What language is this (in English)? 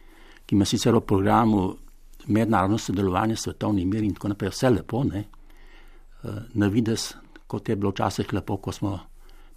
Slovenian